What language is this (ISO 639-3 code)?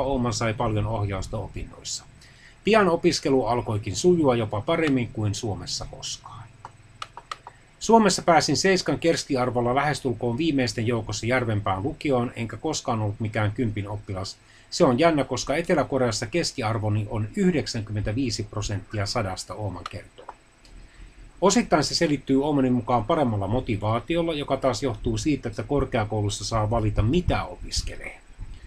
fin